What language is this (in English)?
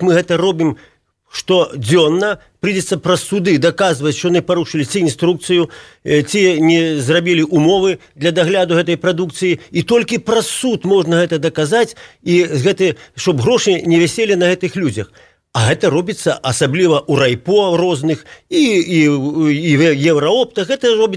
Belarusian